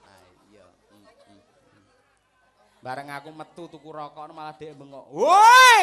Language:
Javanese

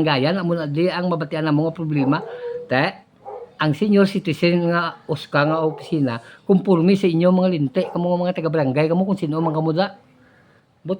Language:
Hiligaynon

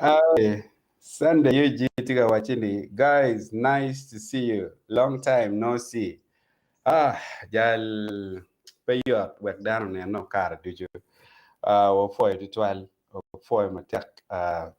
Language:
Acoli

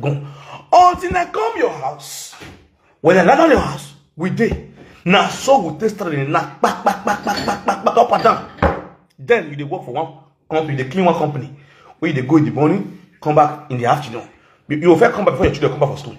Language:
Nigerian Pidgin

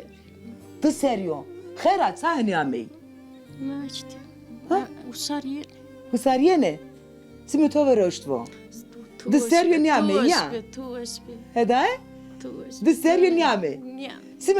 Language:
Zaza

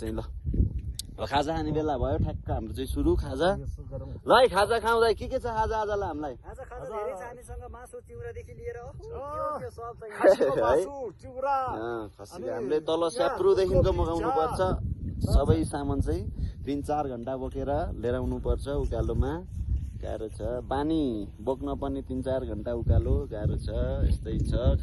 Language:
Nepali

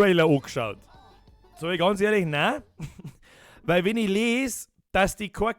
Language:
Bavarian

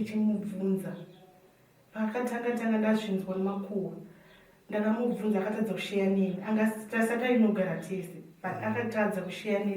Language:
Shona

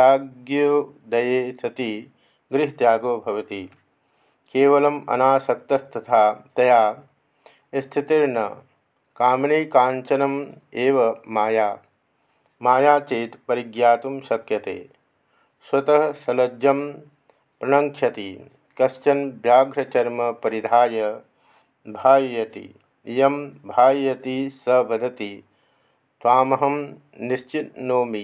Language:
Sanskrit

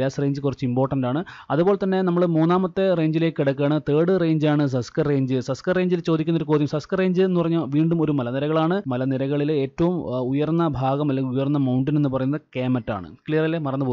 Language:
Malayalam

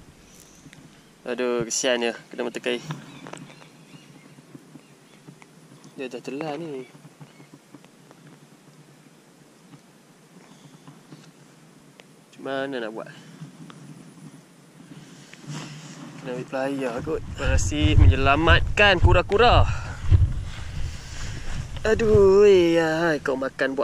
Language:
Malay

